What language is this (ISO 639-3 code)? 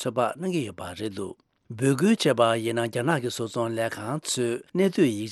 bod